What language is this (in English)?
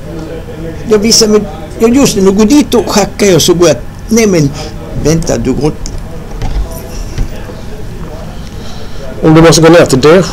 Swedish